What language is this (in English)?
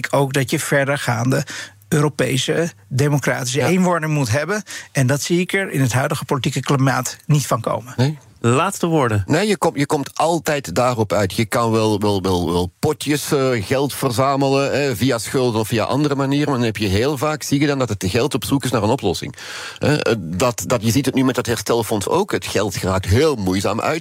Dutch